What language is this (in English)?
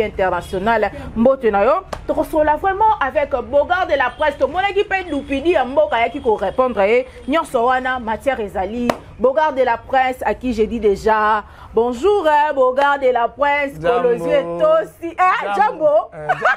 Lingala